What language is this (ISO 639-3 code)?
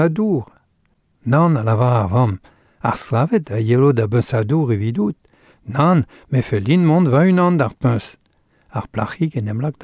bre